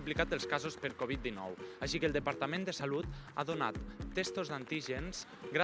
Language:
Catalan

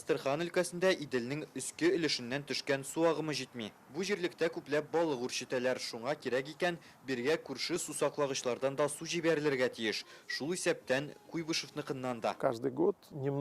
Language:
Tatar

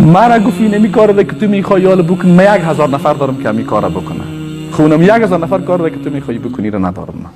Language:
Persian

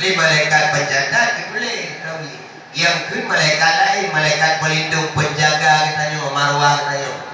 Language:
Achinese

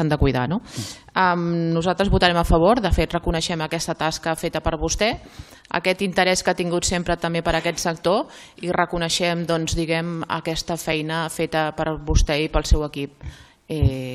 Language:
Catalan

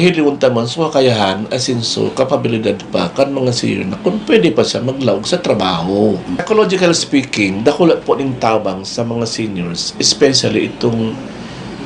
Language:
Bikol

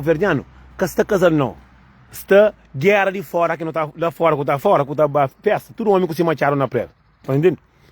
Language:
Kabuverdianu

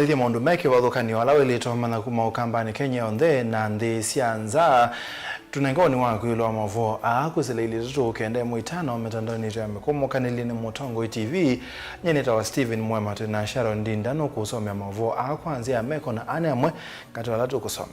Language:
Kamba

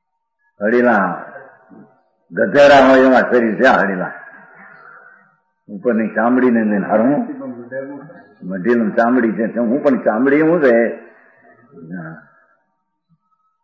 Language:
Gujarati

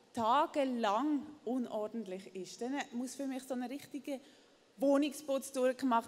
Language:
Swiss German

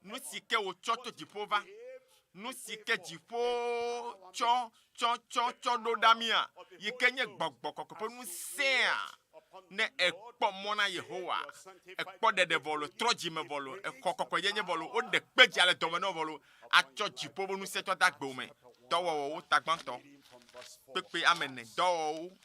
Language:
Ewe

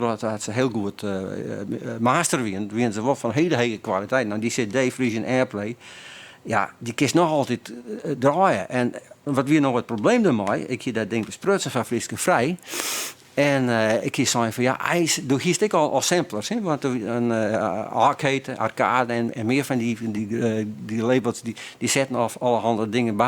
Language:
Western Frisian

